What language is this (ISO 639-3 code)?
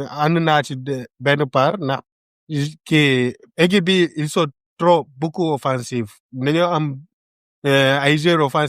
wol